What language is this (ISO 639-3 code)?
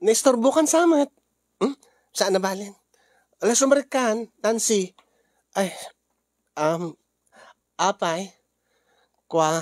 ilo